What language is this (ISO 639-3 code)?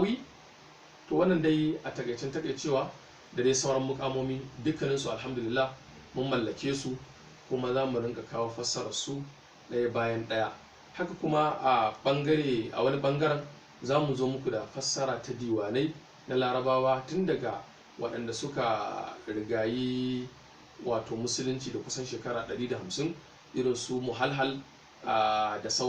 hau